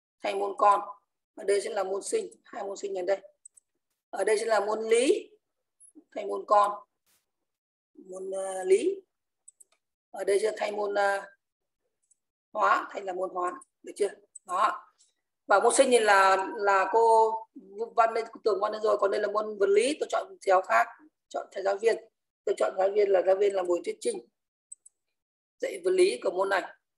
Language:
Vietnamese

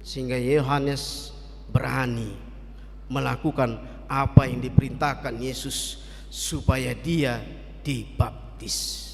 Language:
Batak Toba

